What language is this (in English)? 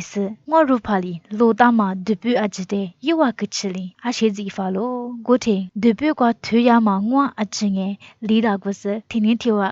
Lisu